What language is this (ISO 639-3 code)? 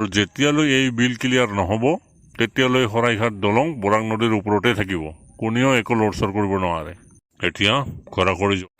asm